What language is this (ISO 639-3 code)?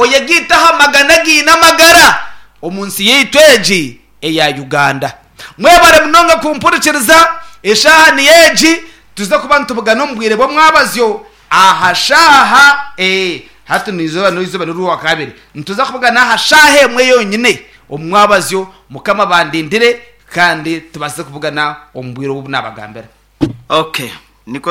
nyn